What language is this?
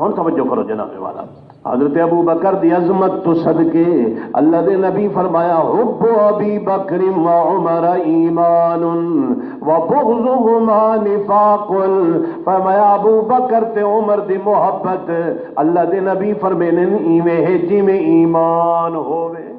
Saraiki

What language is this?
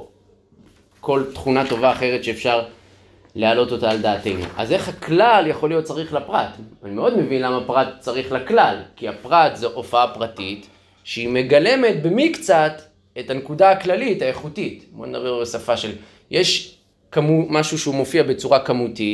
Hebrew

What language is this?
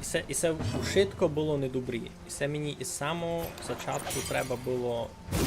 Rusyn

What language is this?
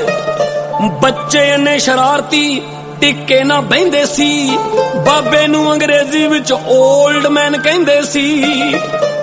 Punjabi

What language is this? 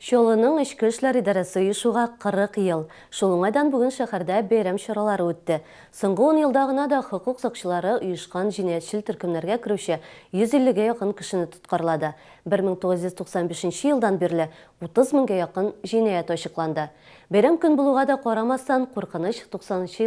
Tatar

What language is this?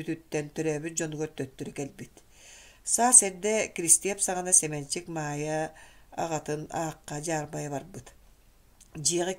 Yakut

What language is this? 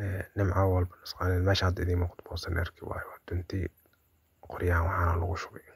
Somali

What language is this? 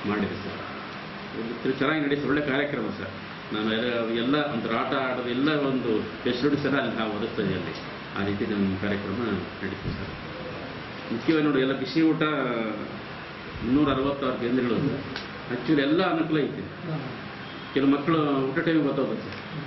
Kannada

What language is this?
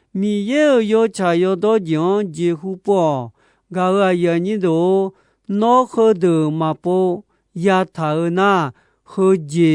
Akha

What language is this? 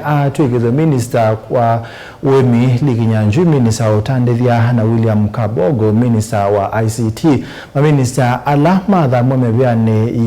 Kamba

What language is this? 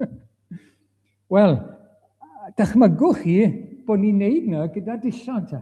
Welsh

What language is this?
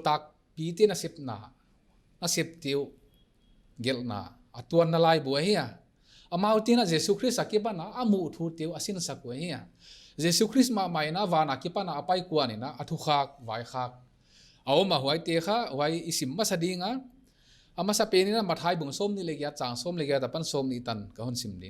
Paite Chin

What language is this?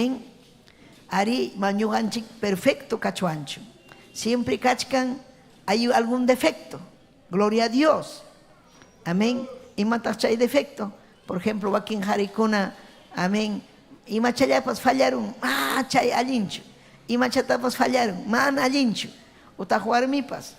Ayacucho Quechua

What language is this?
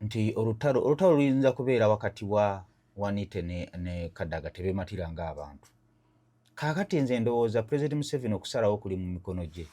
Ganda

